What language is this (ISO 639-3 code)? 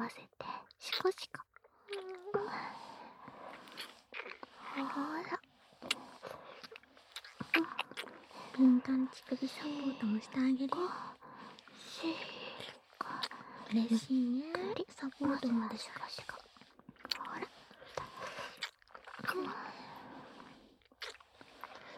jpn